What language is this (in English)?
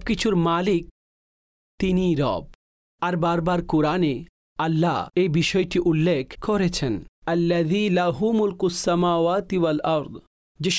Bangla